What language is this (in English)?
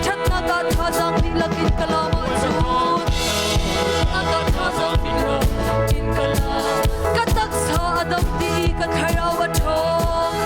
Hakha Chin